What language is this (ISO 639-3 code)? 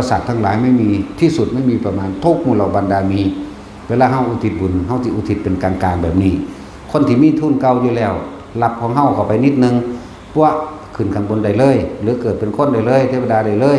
tts